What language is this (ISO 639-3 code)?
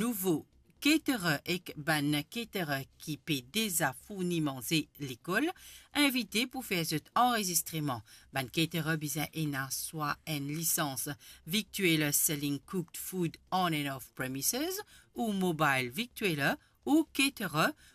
mfe